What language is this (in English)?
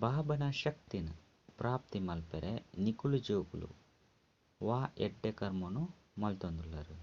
Tulu